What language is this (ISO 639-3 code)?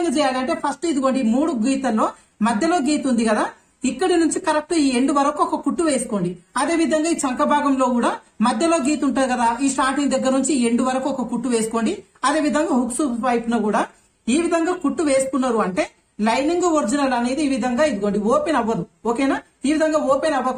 tel